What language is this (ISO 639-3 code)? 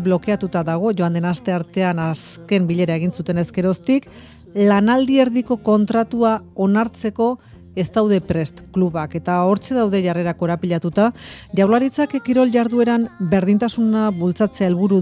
eus